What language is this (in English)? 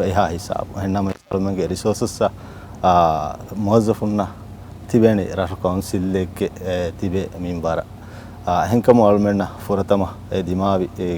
Divehi